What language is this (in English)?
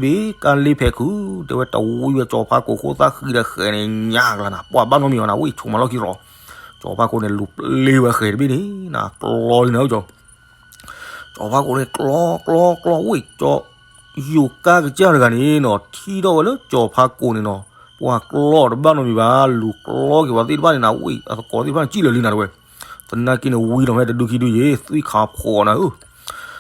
S'gaw Karen